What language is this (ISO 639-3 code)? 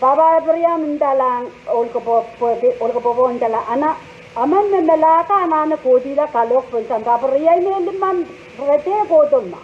pon